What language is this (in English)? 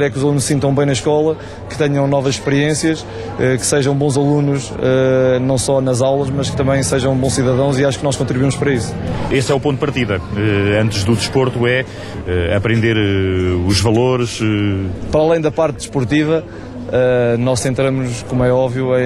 Portuguese